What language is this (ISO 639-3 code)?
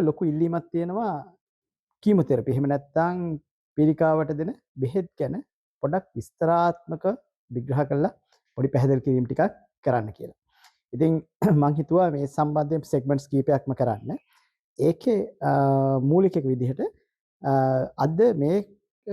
sin